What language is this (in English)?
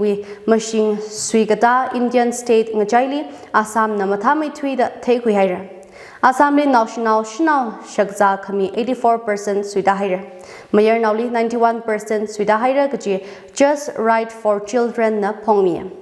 Tangkhul Naga (India)